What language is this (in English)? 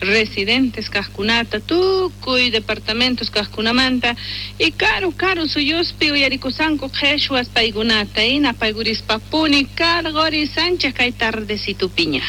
South Bolivian Quechua